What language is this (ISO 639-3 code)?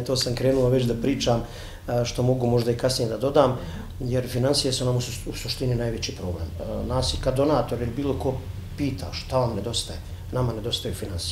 bos